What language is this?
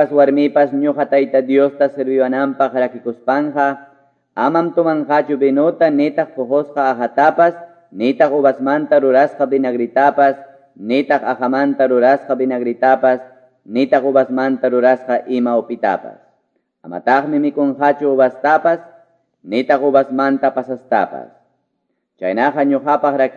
Quechua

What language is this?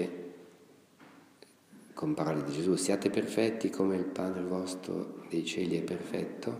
Italian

